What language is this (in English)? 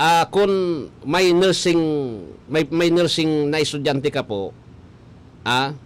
Bikol